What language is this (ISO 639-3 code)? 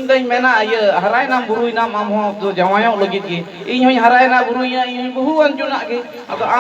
sat